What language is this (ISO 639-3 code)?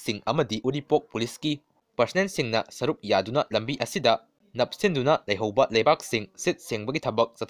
mni